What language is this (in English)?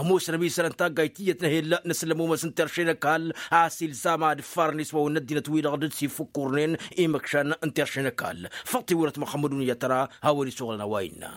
Tamasheq